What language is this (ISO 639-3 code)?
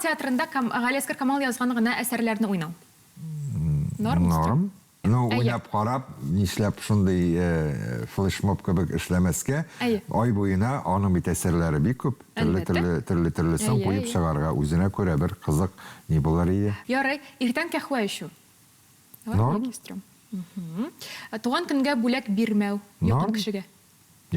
tat